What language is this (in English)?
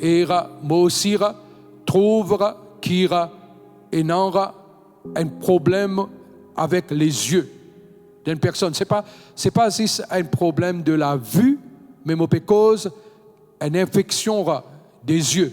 Morisyen